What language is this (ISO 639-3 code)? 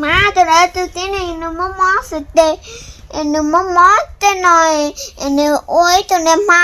hmn